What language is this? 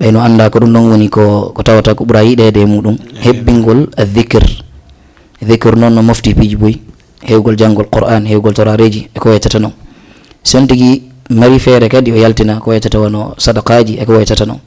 Fula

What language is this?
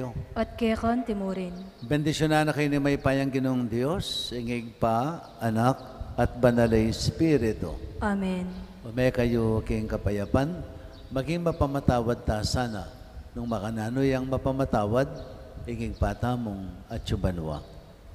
Pampanga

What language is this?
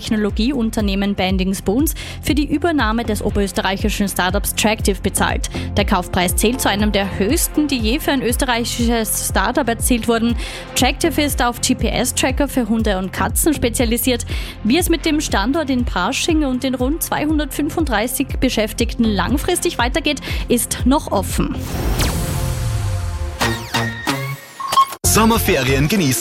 German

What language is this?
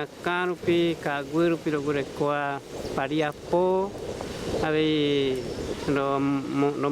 Mbyá Guaraní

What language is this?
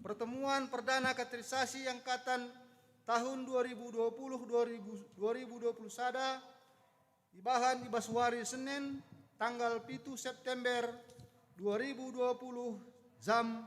Batak Karo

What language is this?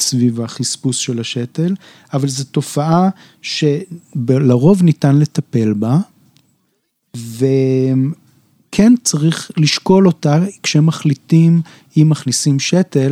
Hebrew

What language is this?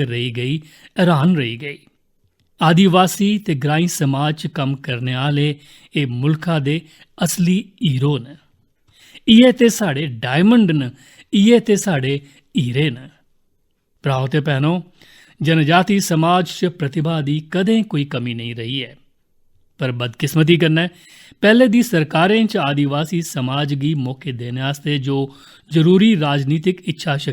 Dogri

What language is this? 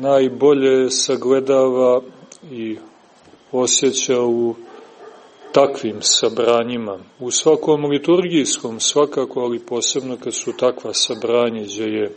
Serbian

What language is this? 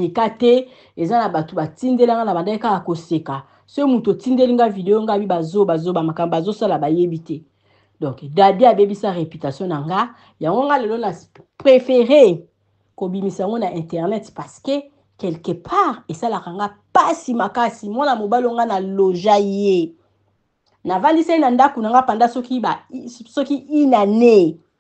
Lingala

